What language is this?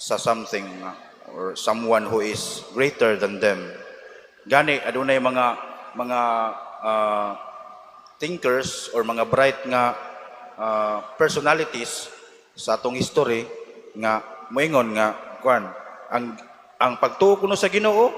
Cebuano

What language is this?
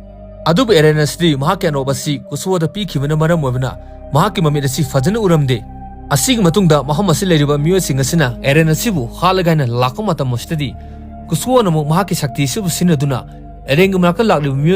Manipuri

